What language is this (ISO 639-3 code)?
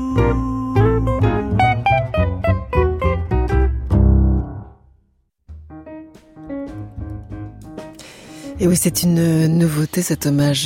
fra